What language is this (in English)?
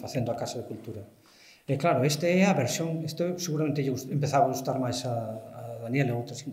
Galician